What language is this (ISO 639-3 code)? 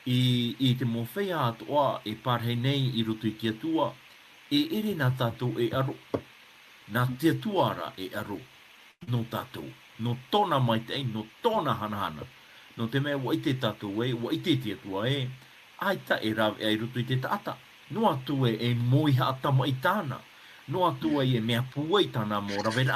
tah